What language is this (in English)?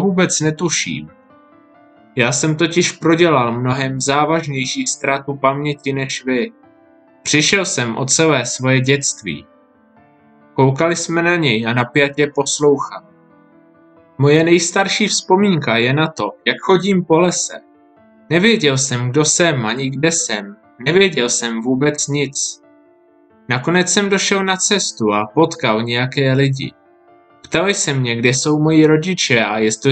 Czech